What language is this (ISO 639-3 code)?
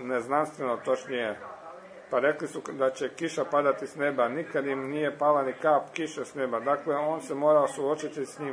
hrv